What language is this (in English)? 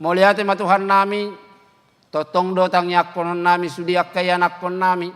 Batak Toba